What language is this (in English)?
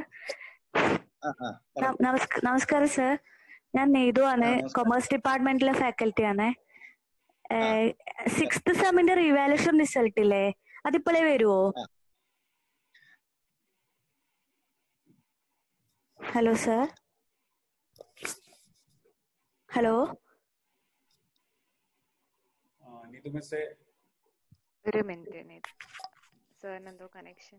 Malayalam